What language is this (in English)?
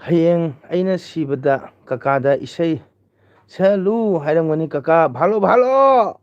Manipuri